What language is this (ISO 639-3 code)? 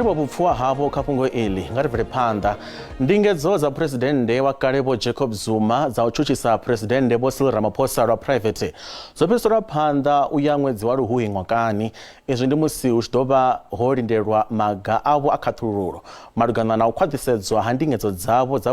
ven